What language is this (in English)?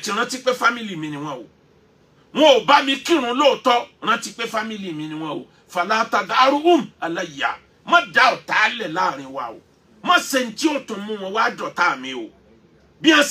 Yoruba